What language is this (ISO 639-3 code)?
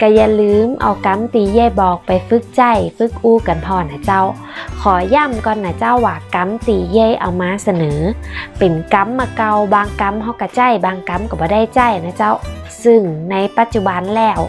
nod